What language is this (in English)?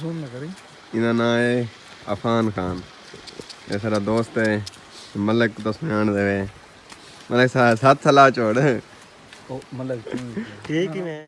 Saraiki